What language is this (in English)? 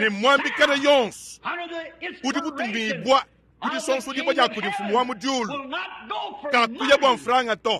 Luba-Lulua